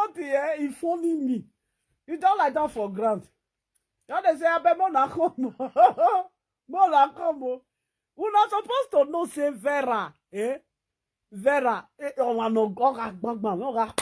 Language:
Nigerian Pidgin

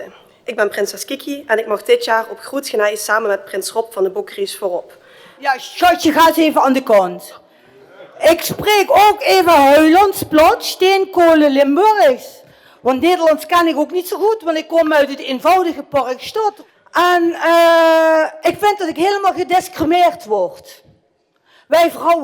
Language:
Limburgish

